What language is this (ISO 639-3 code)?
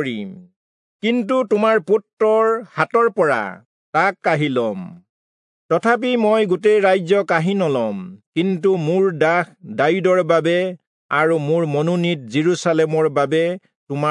asm